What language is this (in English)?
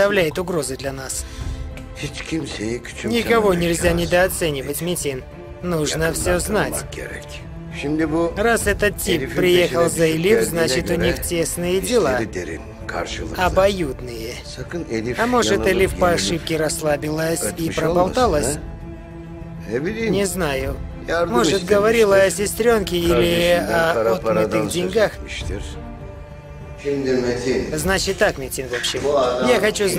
Russian